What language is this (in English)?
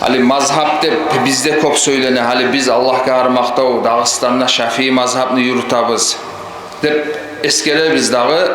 Kumyk